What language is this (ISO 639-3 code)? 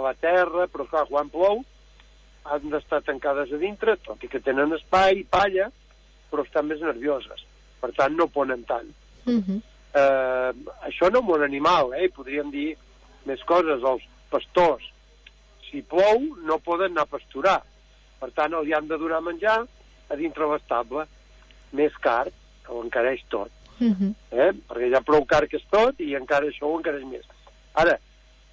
cat